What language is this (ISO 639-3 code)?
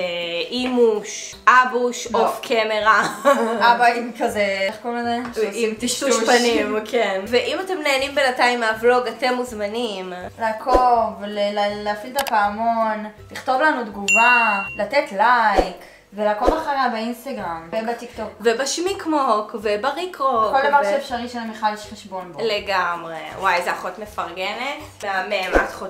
heb